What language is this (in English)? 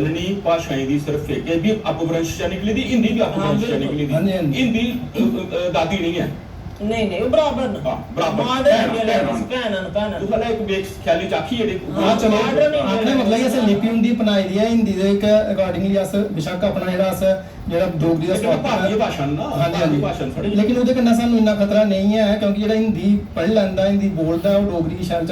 Dogri